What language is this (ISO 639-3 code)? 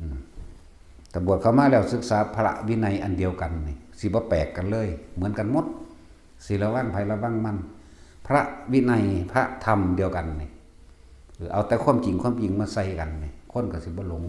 tts